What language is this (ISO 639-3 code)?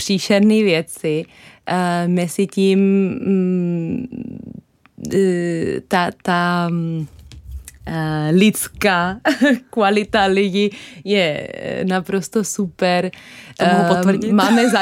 ces